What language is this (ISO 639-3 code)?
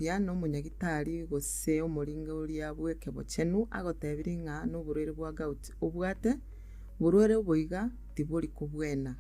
guz